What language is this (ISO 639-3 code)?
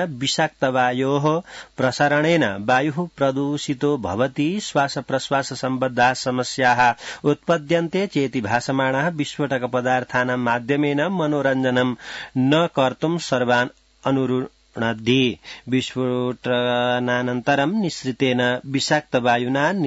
san